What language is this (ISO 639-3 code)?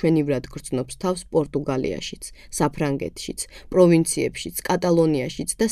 kat